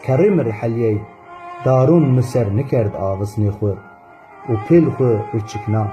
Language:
Zaza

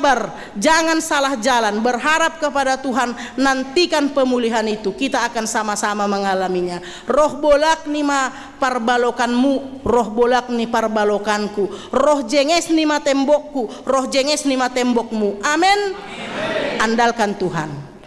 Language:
Batak Simalungun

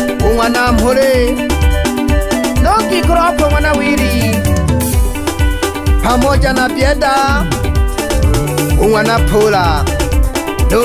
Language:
Swahili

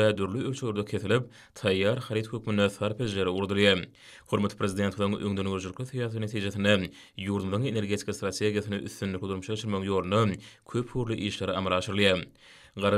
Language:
Turkmen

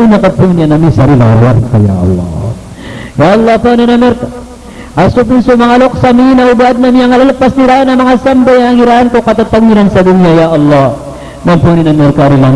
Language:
Maranao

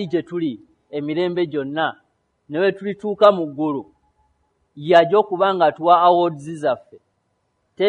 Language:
Ganda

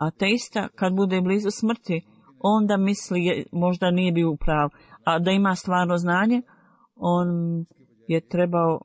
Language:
Bosnian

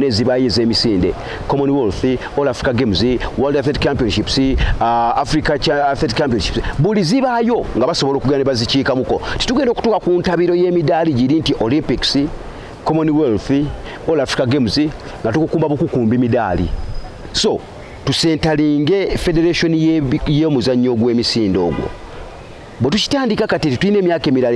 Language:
Ganda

